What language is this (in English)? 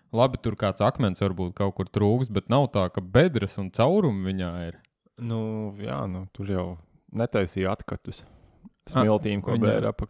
Latvian